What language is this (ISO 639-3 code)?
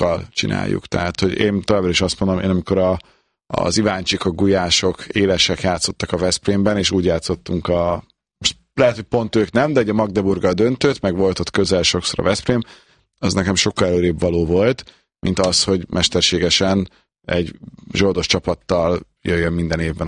hun